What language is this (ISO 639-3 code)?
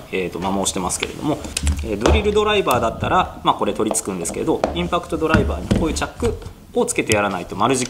jpn